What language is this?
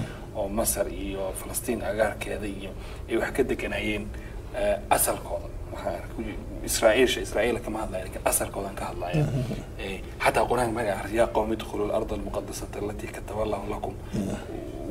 Somali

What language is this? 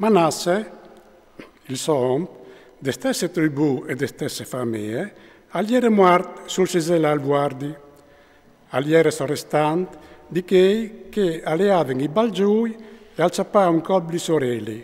Friulian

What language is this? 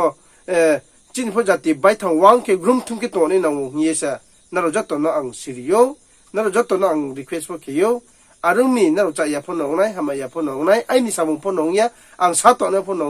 Riang (India)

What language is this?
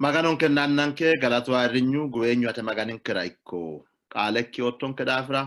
Sidamo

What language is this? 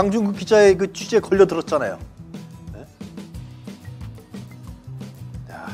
Korean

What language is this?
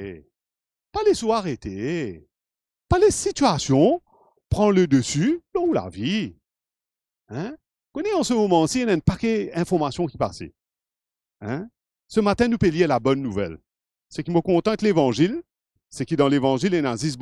Morisyen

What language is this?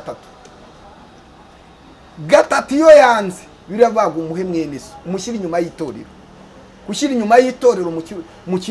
Kinyarwanda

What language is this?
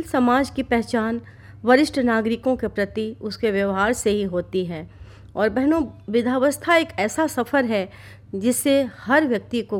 Hindi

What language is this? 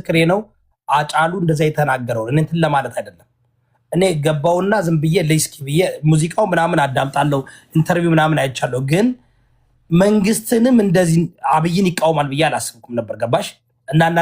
Amharic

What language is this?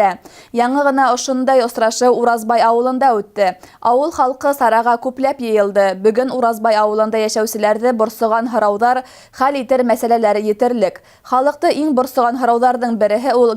Bashkir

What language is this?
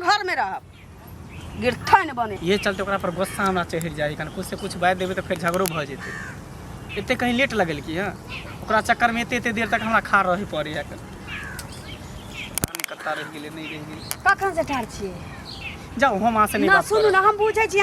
Maithili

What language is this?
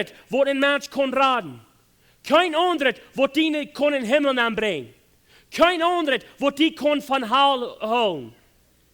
Plautdietsch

